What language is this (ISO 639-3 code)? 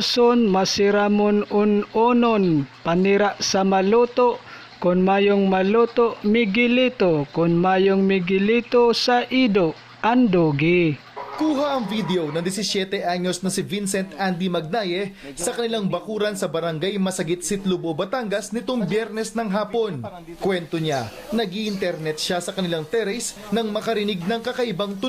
bik